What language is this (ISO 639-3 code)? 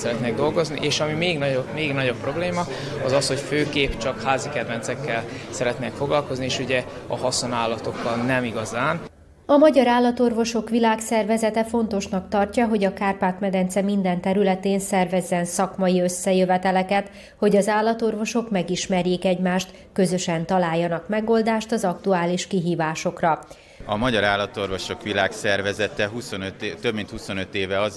hun